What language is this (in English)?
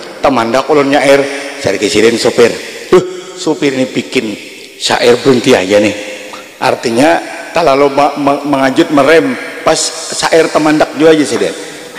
Banjar